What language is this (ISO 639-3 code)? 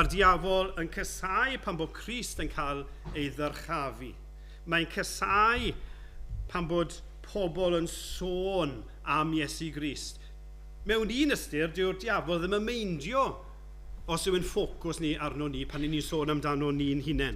cym